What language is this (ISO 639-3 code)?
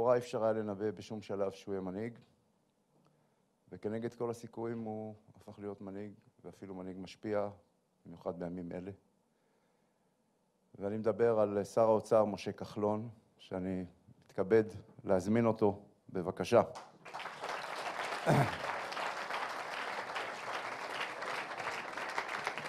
heb